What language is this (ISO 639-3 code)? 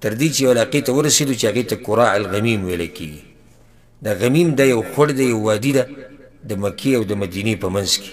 pus